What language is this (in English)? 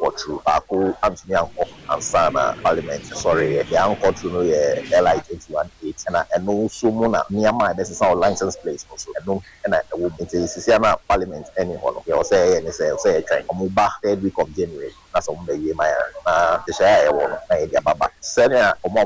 Akan